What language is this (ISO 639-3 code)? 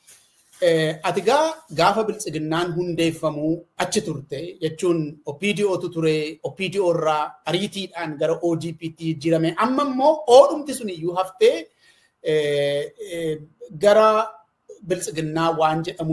orm